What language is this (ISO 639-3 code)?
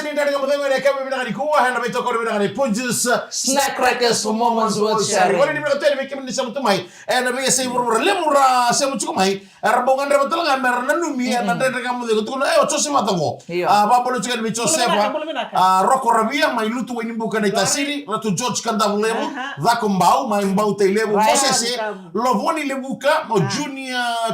fij